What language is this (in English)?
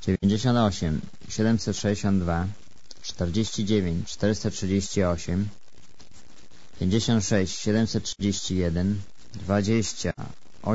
Polish